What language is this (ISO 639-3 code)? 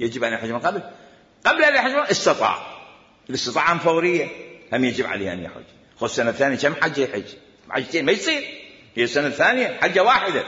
acm